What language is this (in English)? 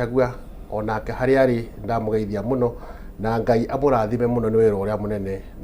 Kikuyu